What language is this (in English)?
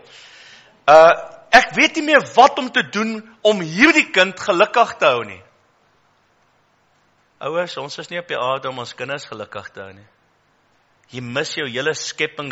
Afrikaans